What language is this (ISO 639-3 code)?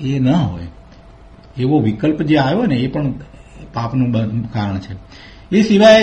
guj